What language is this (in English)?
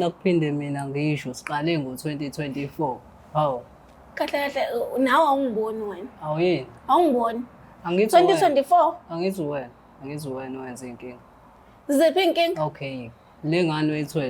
Zulu